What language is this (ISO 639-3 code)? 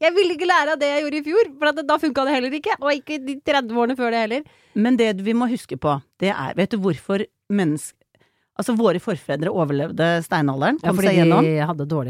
nor